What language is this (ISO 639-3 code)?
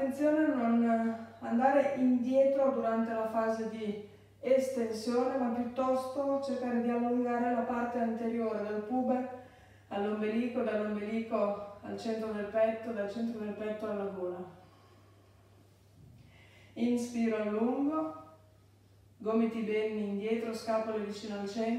ita